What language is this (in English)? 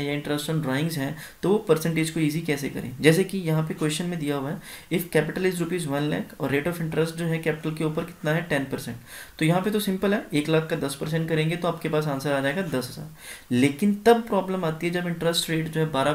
Hindi